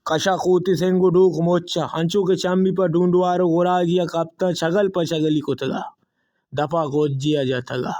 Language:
Baluchi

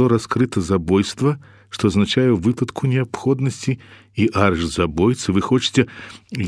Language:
Belarusian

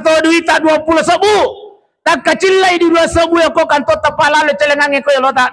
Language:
Buginese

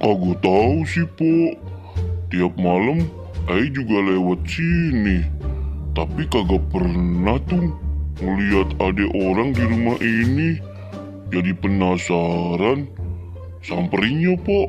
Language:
Betawi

